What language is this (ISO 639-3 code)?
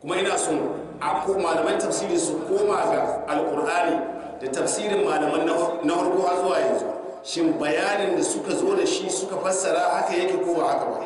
hau